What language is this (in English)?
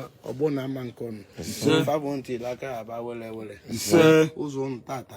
Igbo